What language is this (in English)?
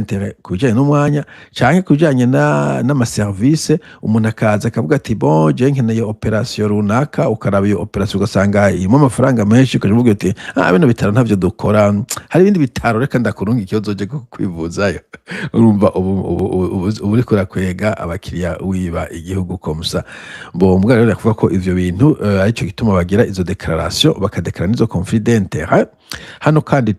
Rundi